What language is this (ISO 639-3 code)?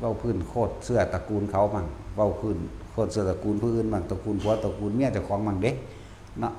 tts